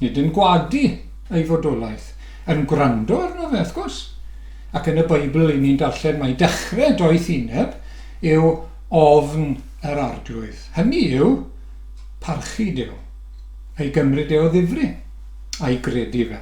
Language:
Welsh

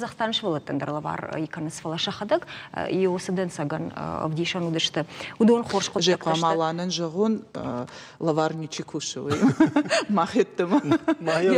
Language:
Ossetic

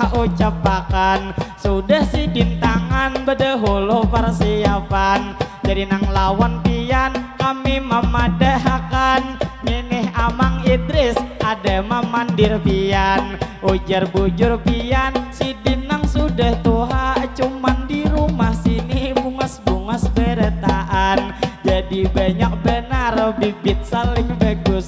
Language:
Banjar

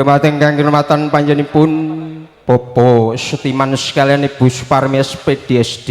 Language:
Javanese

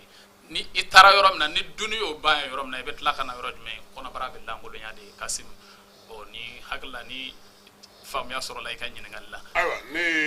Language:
Bambara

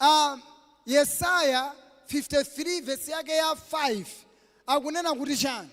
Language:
Nyanja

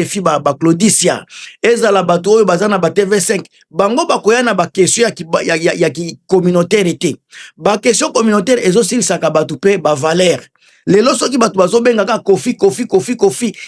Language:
Lingala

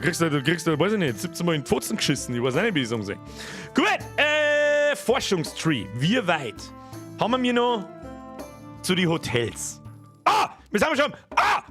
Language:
Bavarian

